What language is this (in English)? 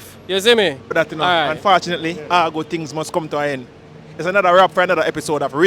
Jamaican Creole English